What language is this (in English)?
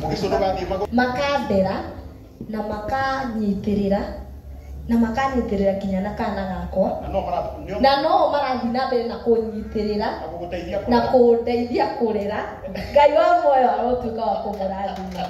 Kikuyu